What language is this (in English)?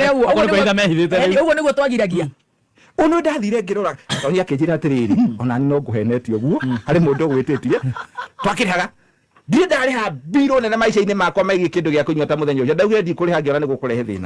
Kikuyu